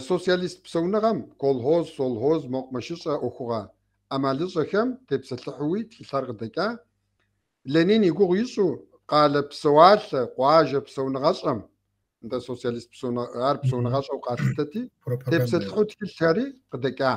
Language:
Kabardian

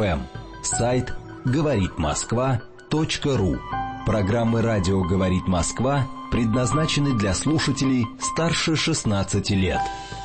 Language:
Russian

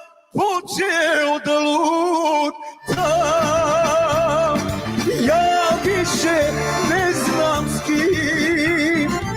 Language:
Balkan Romani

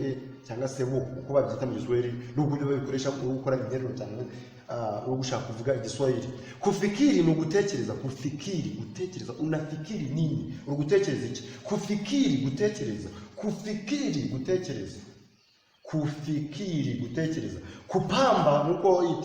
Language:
Kinyarwanda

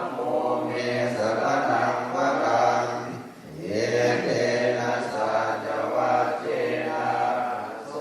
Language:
Pali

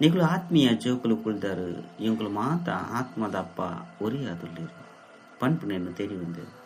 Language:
Tulu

